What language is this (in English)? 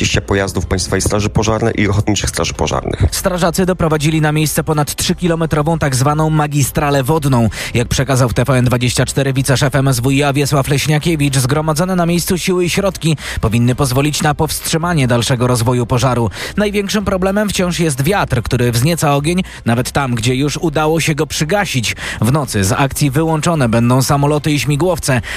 Polish